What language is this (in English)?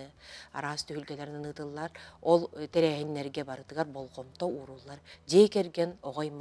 Yakut